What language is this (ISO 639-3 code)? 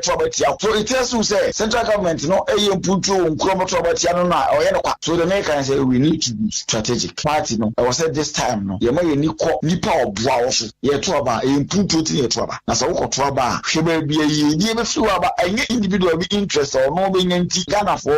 aka